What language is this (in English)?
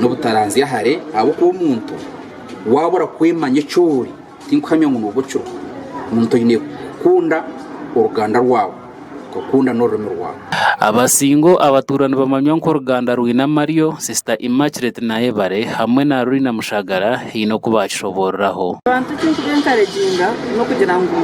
Nyankole